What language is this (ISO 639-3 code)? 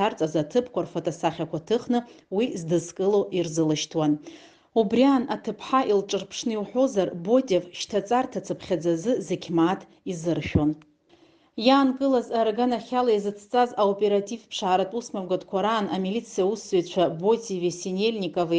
abk